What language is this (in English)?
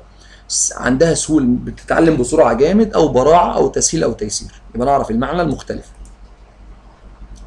Egyptian Arabic